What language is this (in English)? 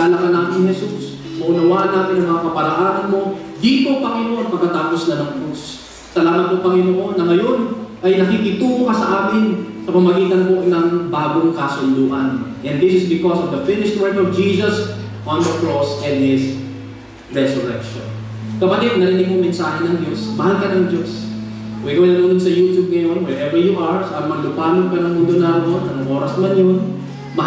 Filipino